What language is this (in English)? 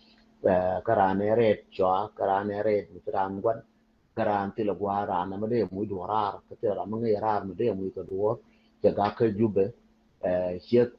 Nuer